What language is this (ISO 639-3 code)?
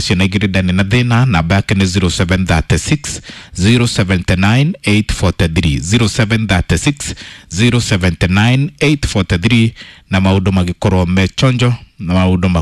kik